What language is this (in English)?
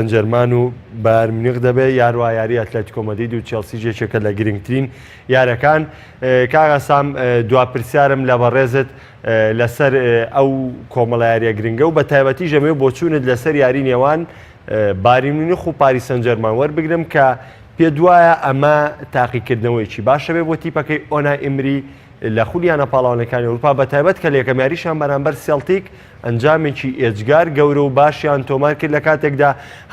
Central Kurdish